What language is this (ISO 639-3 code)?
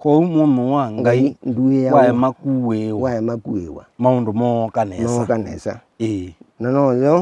kam